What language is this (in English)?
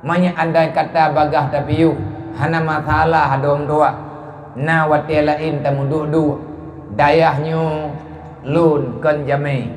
Achinese